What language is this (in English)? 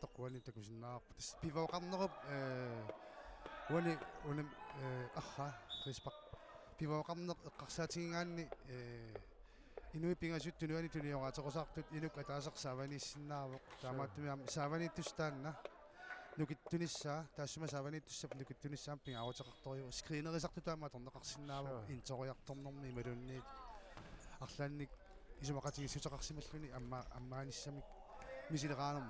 Kalaallisut